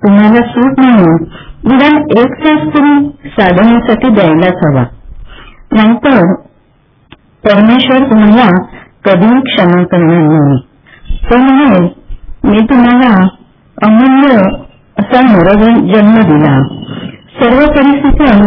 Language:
Marathi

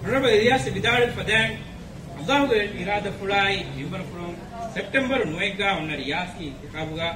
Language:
Divehi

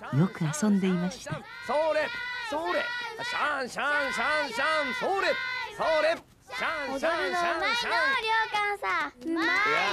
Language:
Japanese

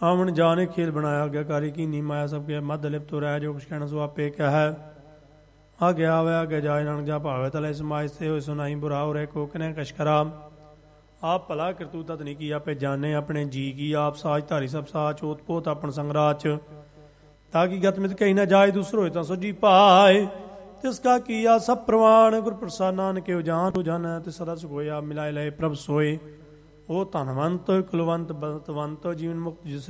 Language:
Punjabi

